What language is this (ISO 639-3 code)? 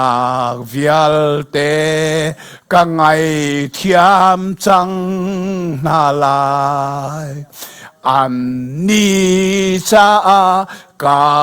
cnh